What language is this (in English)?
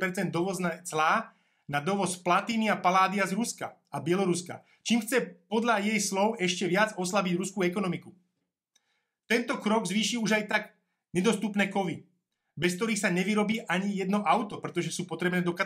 Slovak